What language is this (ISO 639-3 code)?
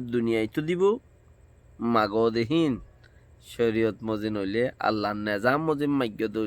rhg